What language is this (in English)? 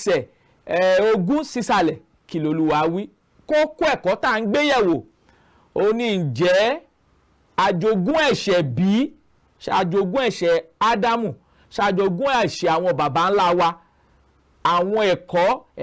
Yoruba